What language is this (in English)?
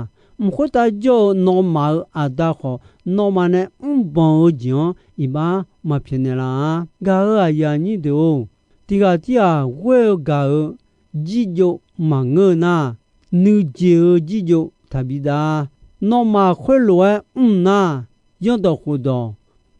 Akha